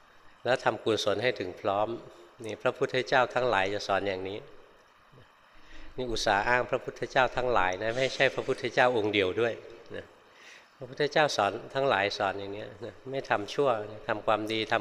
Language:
Thai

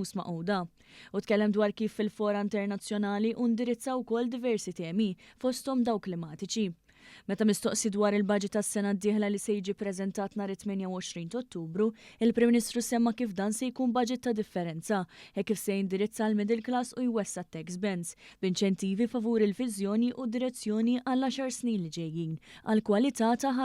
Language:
Maltese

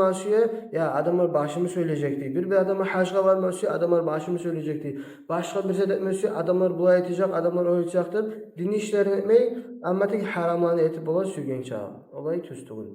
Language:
Kumyk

